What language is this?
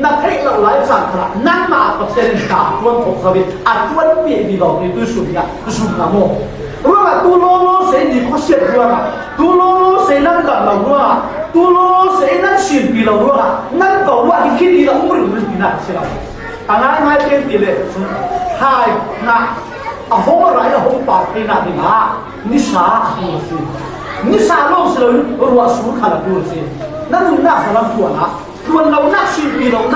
Falam Chin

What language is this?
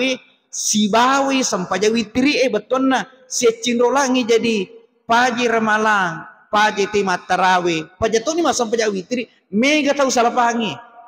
Buginese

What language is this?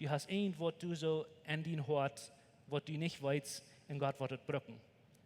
Plautdietsch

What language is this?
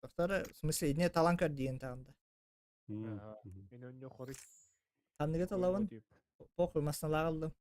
Yakut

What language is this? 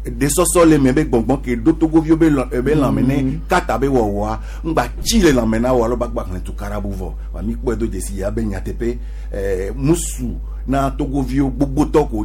Gen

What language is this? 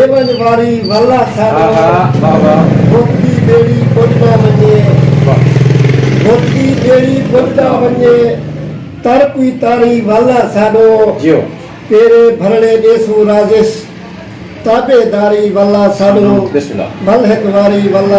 Saraiki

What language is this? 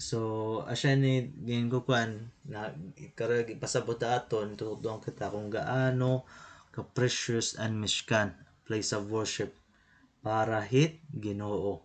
Waray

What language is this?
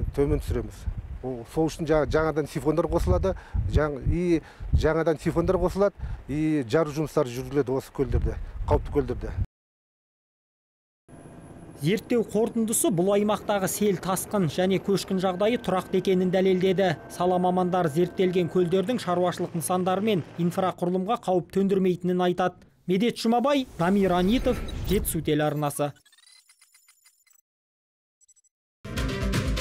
Kazakh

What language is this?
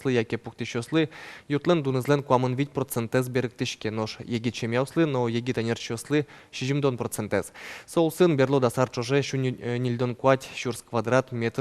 Udmurt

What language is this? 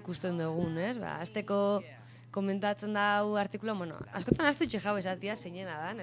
Basque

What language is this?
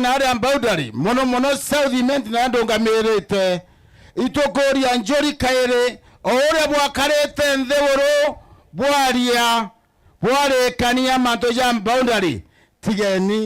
Meru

